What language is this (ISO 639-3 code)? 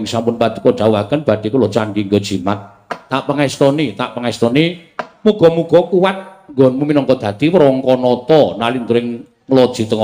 jav